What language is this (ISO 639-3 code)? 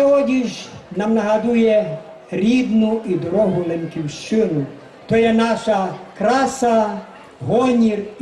rue